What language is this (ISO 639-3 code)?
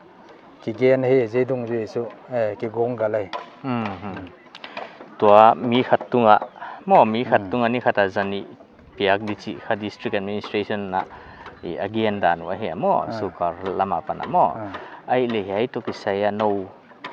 pck